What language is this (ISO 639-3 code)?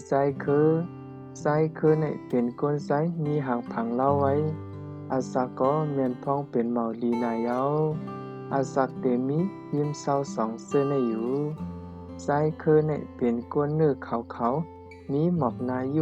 shn